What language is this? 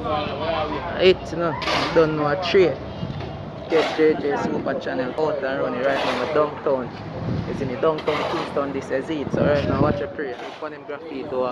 Jamaican Creole English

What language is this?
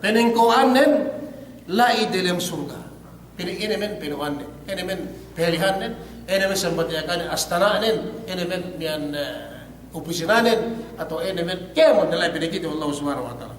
Yakan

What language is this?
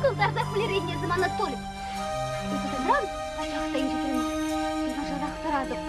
Chuvash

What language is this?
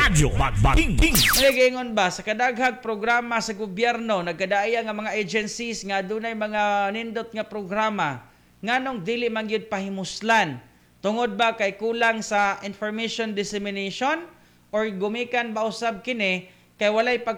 Cebuano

